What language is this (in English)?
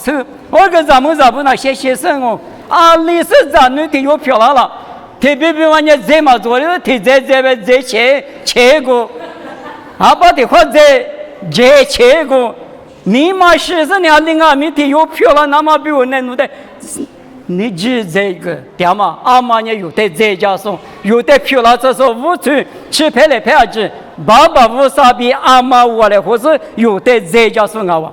Lisu